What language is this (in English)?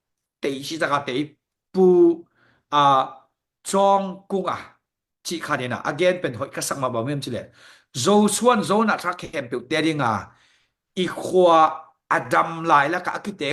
Tedim Chin